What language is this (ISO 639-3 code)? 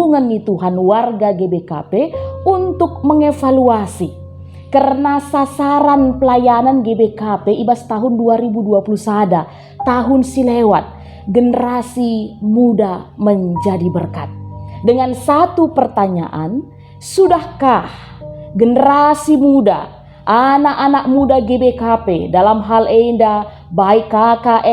btx